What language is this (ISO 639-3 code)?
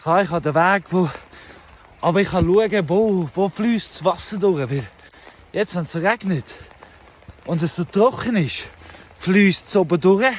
gsw